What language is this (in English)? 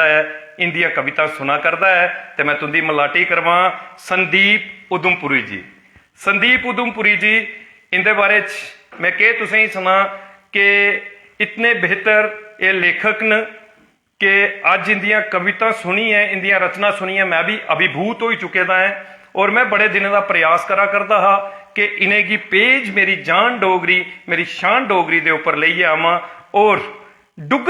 Dogri